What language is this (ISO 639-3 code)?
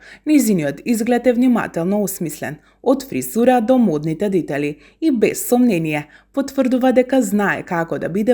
mkd